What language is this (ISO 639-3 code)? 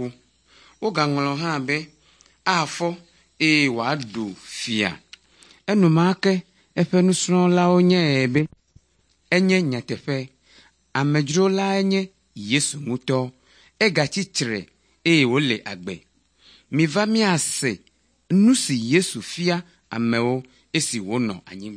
ewe